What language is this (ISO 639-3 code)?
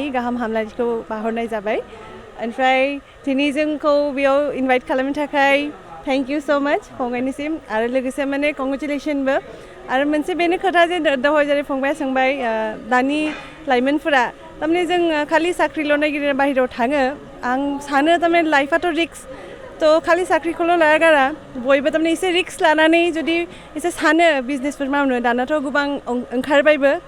brx